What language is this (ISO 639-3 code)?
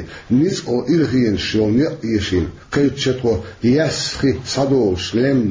che